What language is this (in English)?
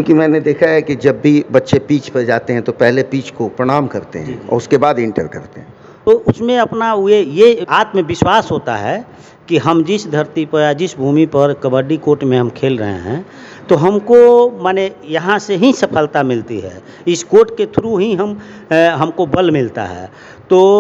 Hindi